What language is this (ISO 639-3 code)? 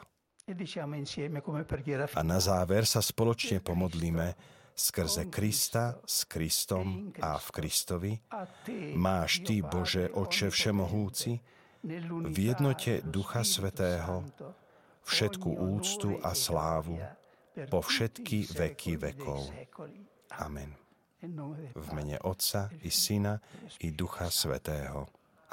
slk